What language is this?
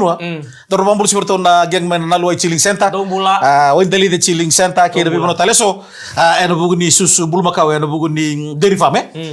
Fijian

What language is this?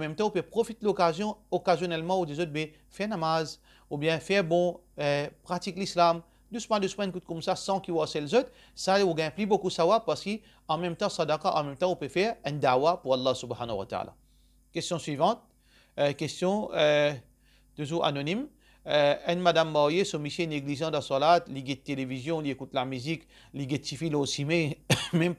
Morisyen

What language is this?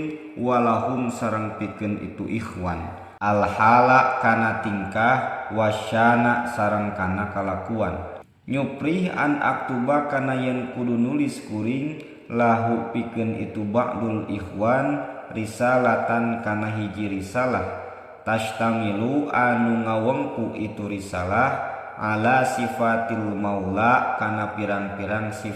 Sundanese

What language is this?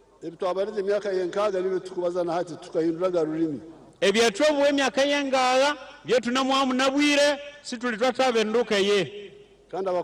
Nyankole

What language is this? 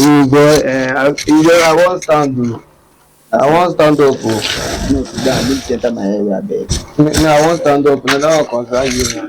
Nigerian Pidgin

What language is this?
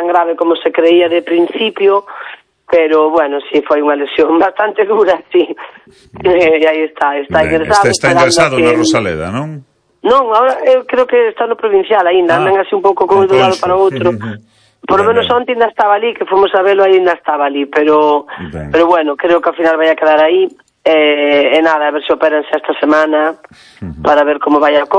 Galician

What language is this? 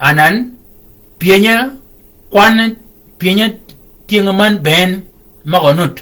Shilluk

